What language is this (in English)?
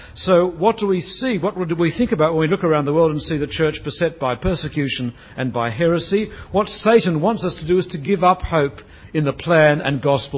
English